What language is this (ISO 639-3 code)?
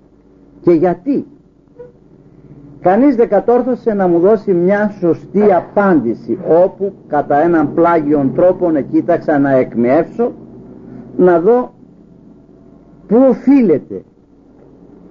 ell